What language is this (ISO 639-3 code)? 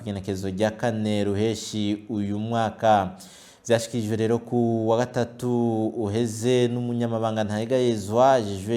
run